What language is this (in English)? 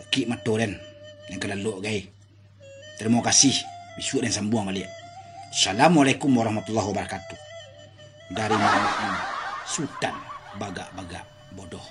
Minangkabau